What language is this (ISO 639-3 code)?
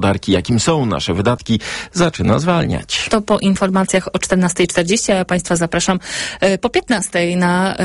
pol